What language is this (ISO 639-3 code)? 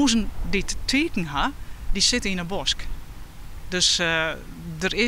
fry